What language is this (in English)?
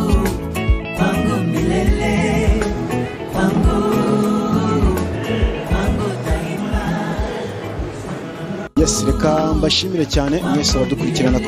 Kinyarwanda